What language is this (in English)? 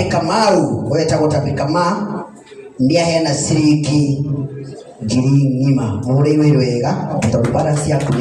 Kikuyu